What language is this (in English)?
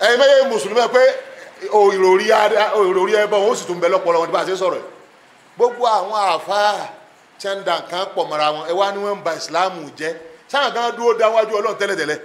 Yoruba